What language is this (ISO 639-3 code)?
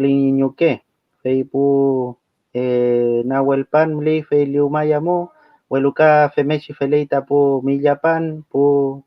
arn